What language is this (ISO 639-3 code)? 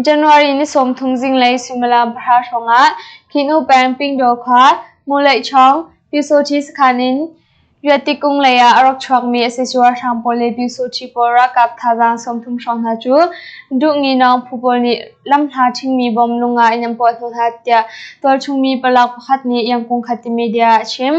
cnh